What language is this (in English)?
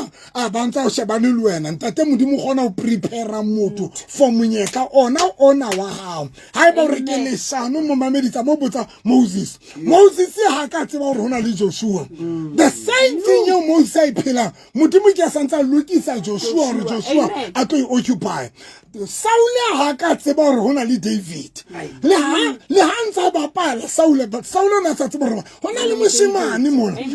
Southern Sotho